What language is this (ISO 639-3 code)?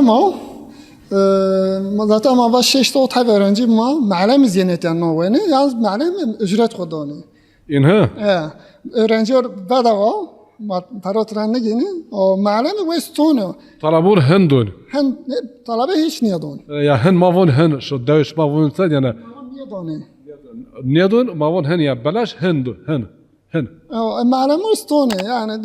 zza